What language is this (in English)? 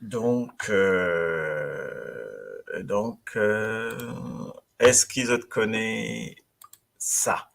Morisyen